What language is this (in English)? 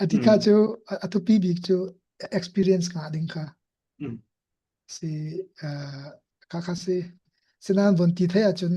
Falam Chin